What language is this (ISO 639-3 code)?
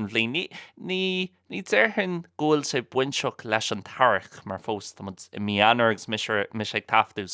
gle